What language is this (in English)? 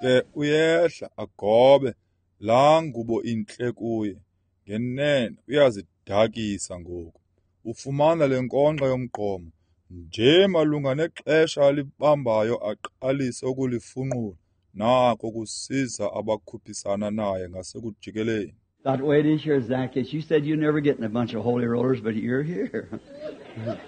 Xhosa